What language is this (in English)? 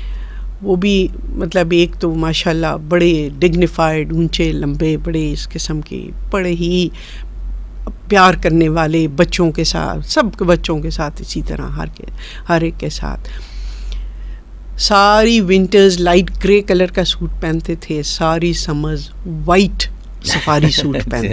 Urdu